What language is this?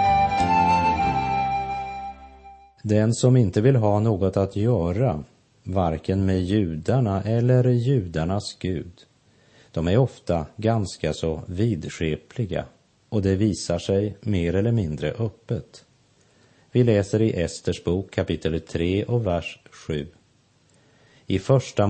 Swedish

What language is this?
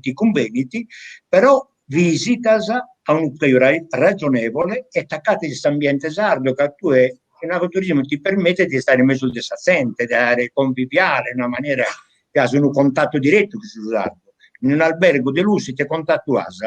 Sardinian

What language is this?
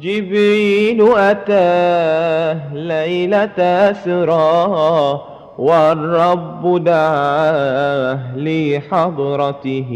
Madurese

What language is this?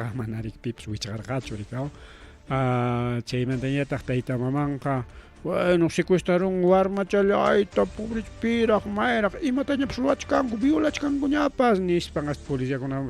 Ayacucho Quechua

